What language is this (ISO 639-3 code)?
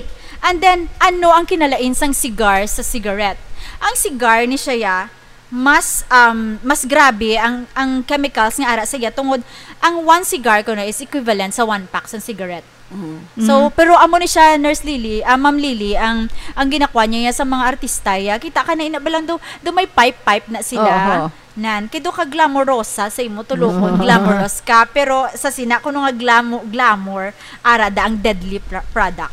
hil